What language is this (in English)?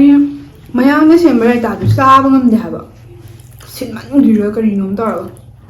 Manipuri